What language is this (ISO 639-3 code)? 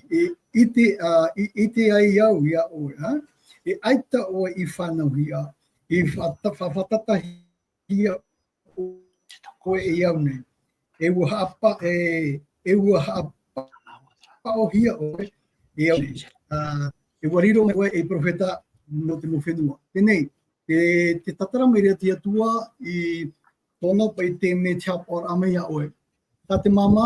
tah